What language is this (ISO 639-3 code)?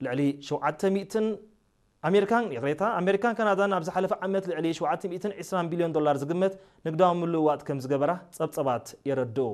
tir